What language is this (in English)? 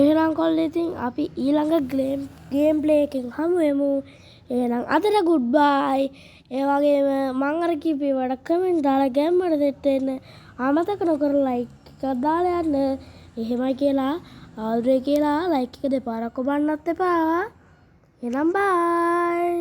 Sinhala